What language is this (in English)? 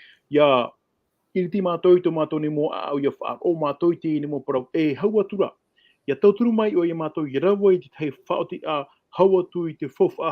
Tahitian